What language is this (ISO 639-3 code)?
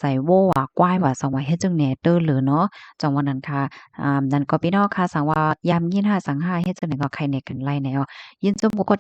shn